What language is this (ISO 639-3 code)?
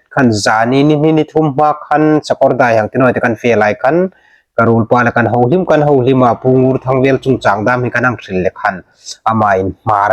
hmr